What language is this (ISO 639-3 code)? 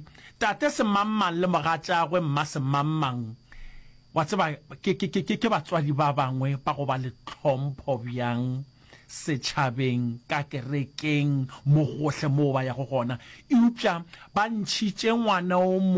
nso